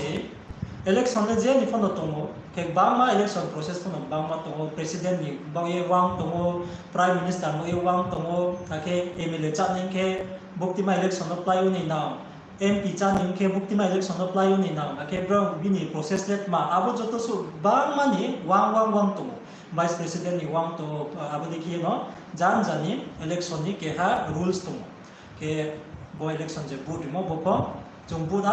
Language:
Riang (India)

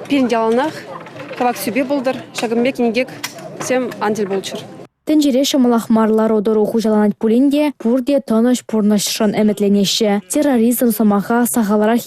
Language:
Chuvash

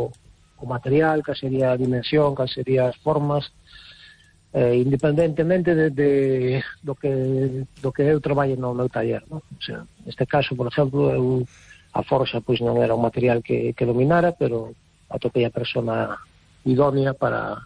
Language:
Galician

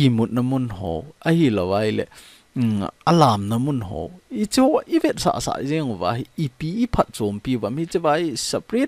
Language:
Thado Chin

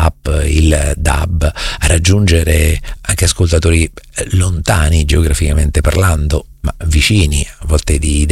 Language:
Italian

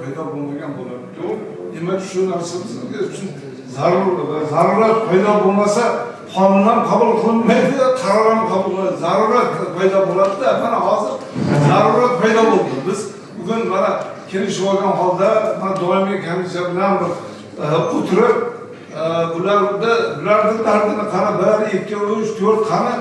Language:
Uzbek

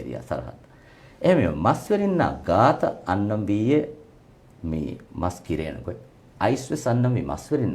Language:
Divehi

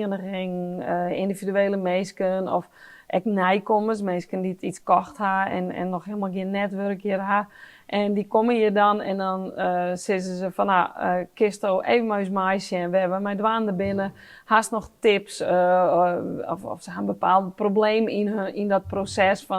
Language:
Western Frisian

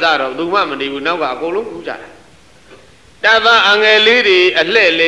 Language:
Burmese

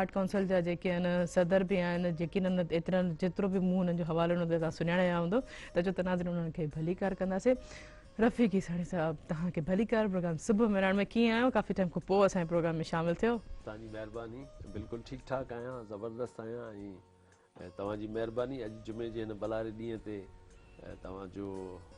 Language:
Sindhi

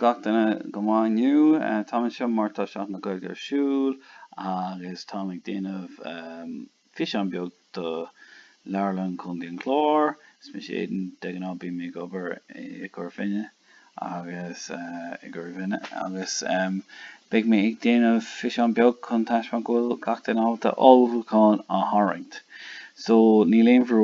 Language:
Irish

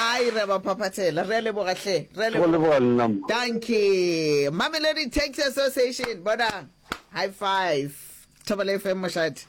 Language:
Northern Sotho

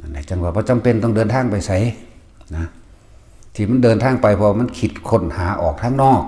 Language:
Northeastern Thai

